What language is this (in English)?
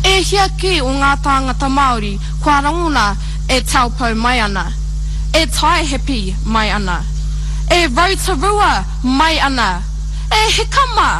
Māori